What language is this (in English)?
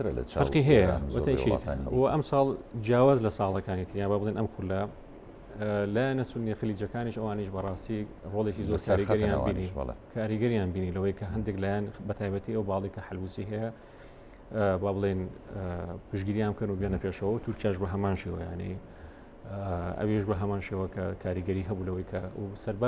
Central Kurdish